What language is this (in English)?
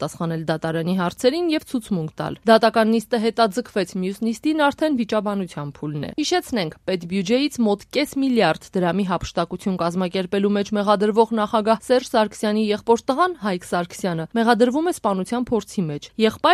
Armenian